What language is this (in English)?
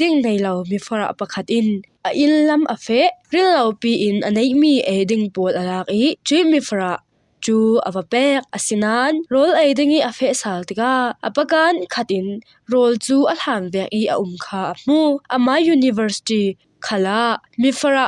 Falam Chin